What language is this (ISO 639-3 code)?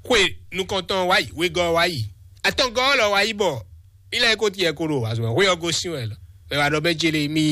fon